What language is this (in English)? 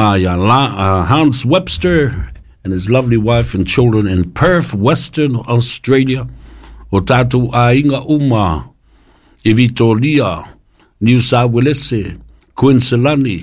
Samoan